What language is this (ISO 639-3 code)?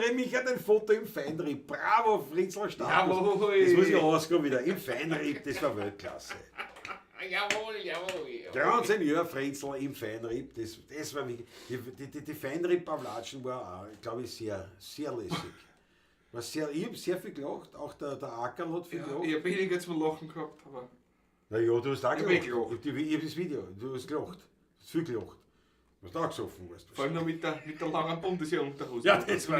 bar